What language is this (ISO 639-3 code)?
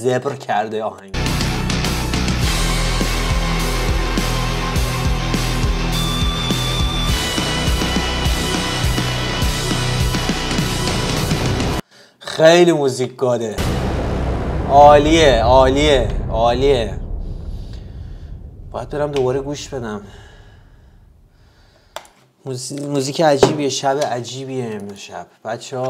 fas